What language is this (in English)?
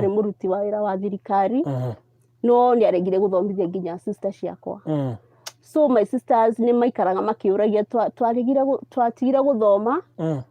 Kikuyu